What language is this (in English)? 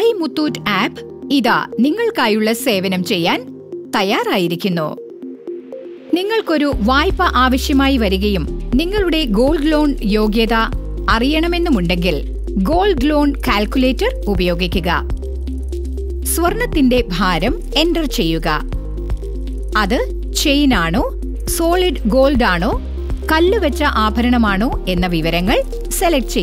Malayalam